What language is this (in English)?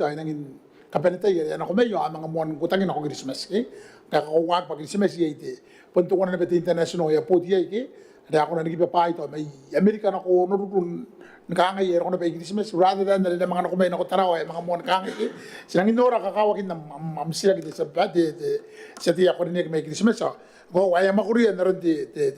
Gilbertese